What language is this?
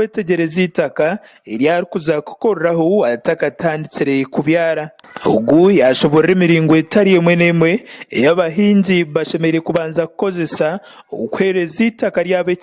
Nyankole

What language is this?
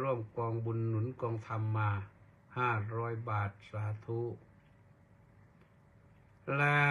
Thai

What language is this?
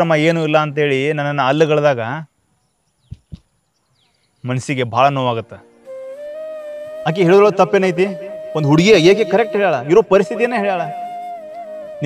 Kannada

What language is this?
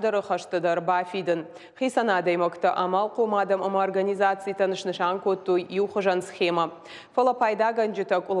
Ossetic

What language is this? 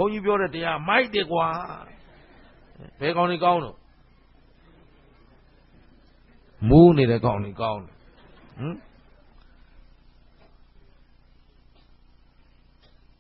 Burmese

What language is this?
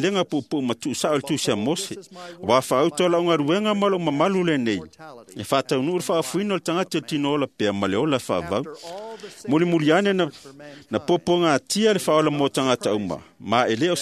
Samoan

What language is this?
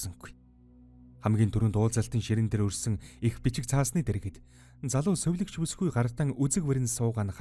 Mongolian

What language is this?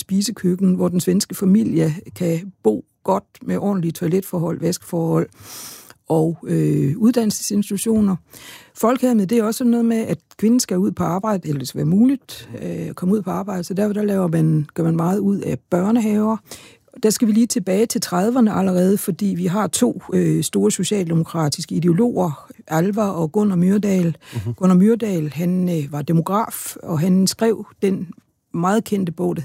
Danish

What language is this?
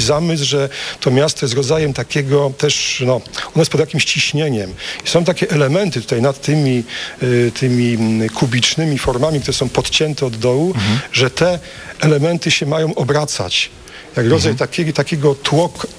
Polish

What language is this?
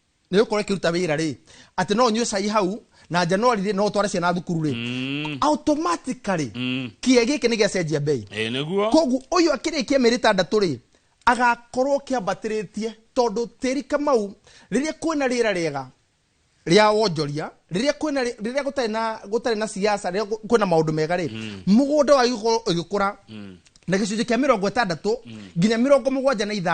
Kikuyu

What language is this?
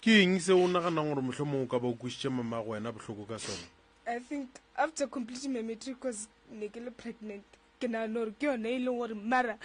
Northern Sotho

